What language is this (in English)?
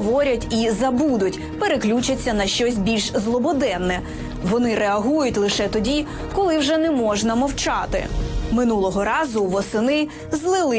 Ukrainian